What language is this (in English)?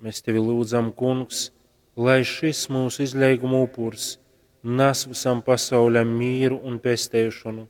Latgalian